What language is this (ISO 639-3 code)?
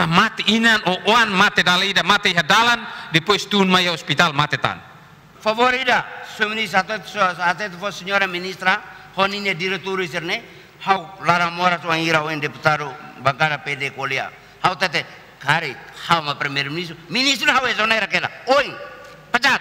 tet